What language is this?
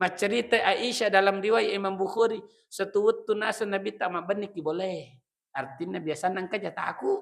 Buginese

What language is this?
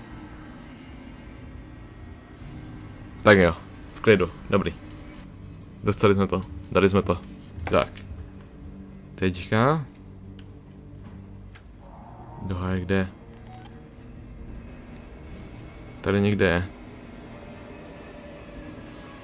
Czech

